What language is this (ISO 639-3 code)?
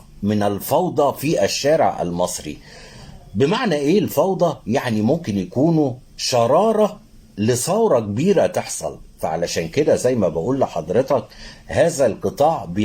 arz